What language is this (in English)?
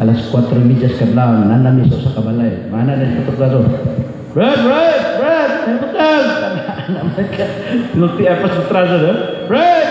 Cebuano